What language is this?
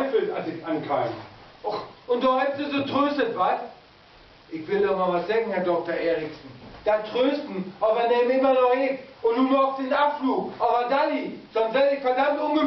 Low German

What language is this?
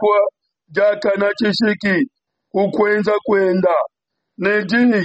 Luba-Lulua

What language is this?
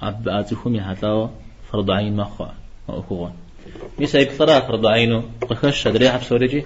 Kabardian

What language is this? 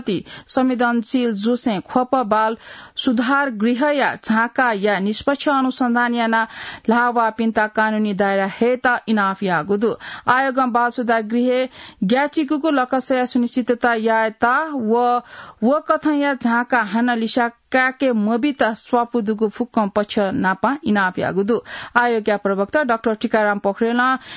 Newari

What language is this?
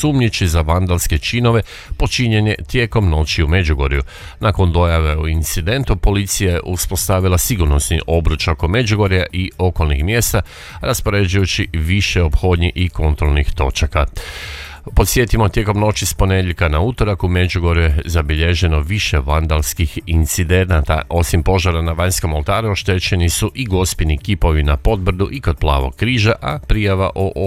Croatian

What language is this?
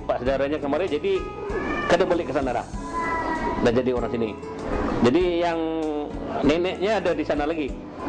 Banjar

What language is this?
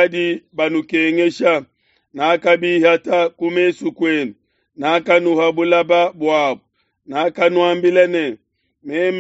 Luba-Lulua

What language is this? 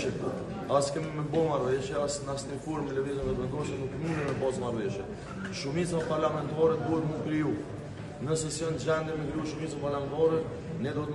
Albanian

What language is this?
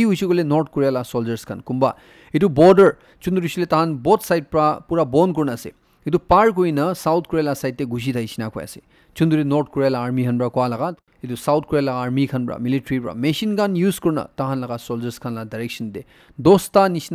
Naga Pidgin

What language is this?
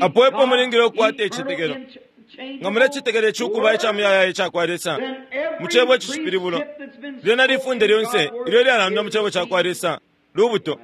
Bemba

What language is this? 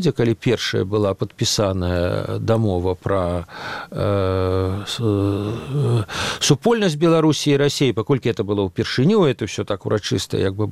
Belarusian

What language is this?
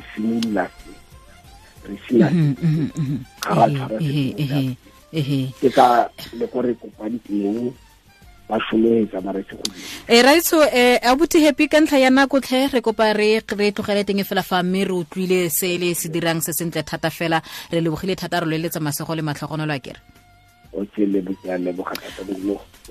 Tswana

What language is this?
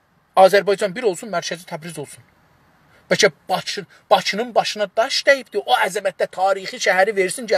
South Azerbaijani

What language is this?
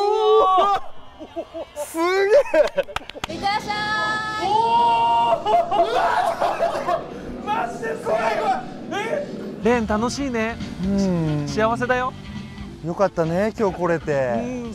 Japanese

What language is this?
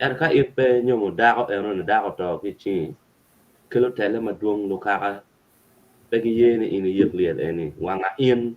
Acoli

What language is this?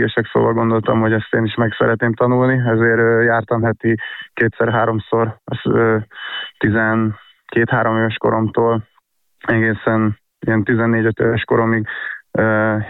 Hungarian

